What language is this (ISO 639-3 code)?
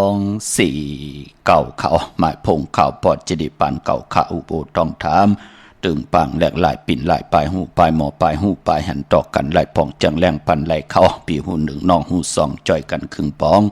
shn